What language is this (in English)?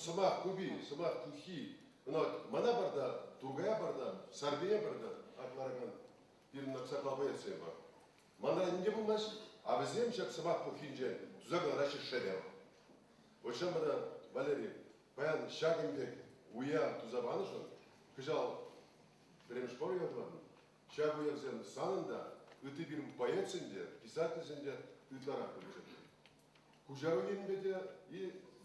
Chuvash